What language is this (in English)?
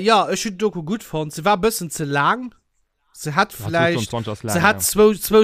Luxembourgish